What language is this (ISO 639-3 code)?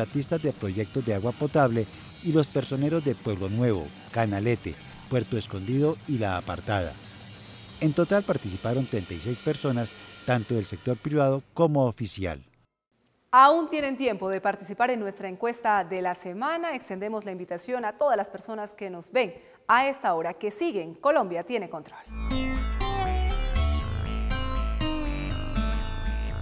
spa